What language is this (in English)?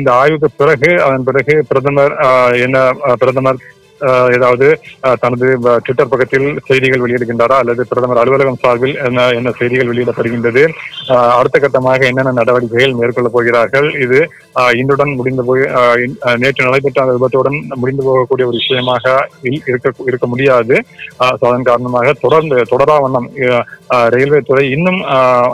Tamil